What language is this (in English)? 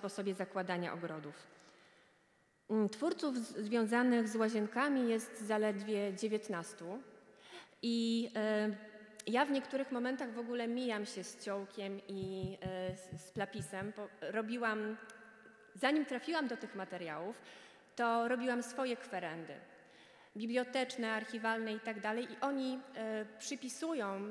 Polish